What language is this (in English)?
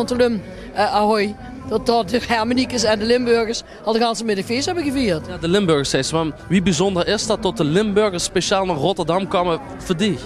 Limburgish